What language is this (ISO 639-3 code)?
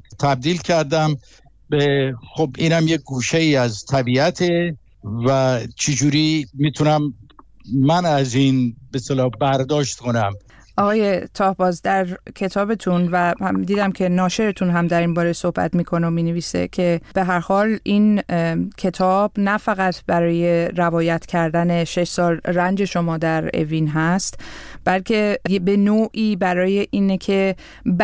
fas